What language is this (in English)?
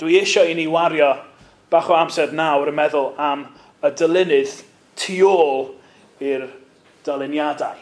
Welsh